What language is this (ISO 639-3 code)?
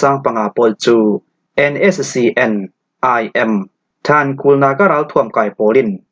cfm